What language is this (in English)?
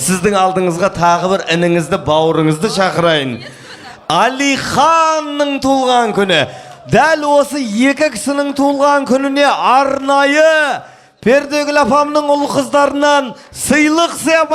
Kazakh